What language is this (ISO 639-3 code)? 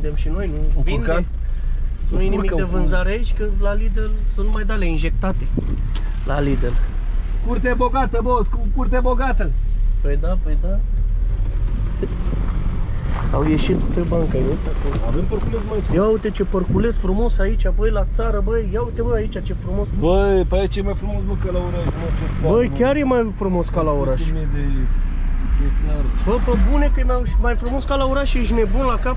ron